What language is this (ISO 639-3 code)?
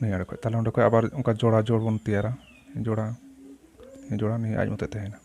sat